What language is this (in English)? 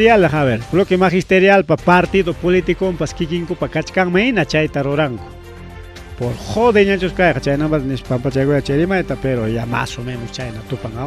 Ayacucho Quechua